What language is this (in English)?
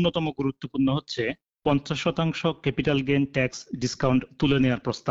Bangla